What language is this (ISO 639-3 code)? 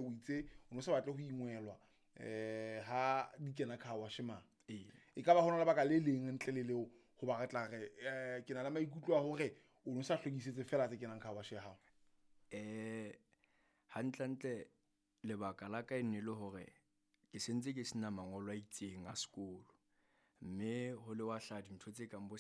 sot